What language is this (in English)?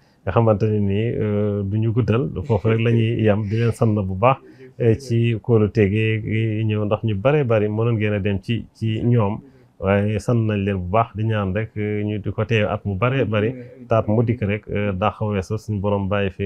Wolof